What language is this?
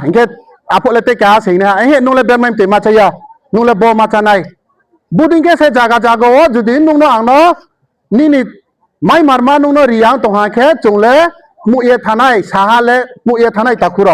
Riang (India)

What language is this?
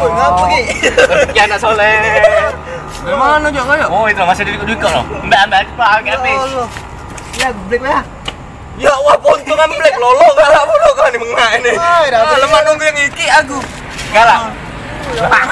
Musi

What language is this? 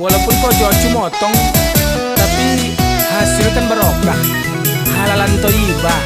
Minangkabau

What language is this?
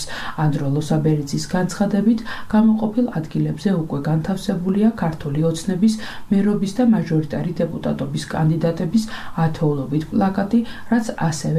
Georgian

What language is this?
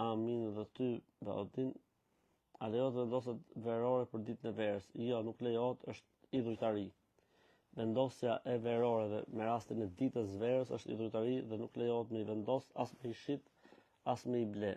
Albanian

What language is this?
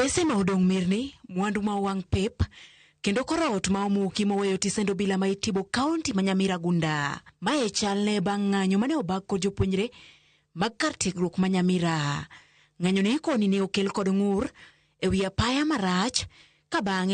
Luo (Kenya and Tanzania)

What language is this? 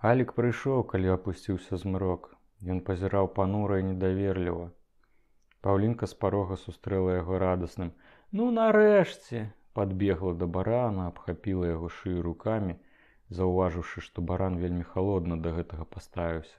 Belarusian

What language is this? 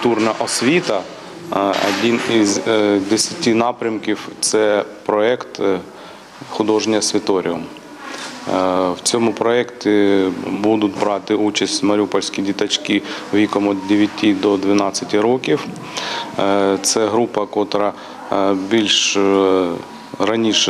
Ukrainian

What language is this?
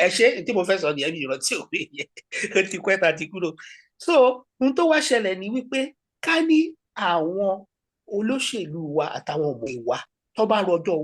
Yoruba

